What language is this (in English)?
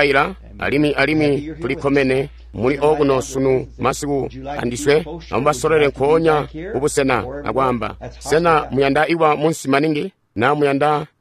Tonga (Zambia)